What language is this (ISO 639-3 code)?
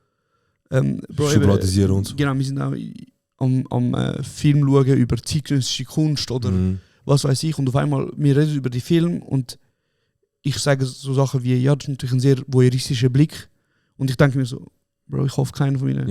gsw